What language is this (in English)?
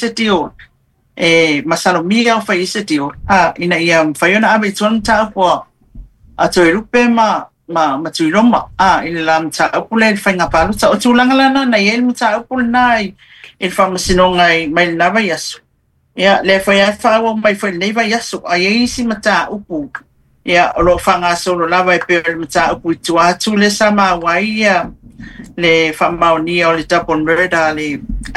Samoan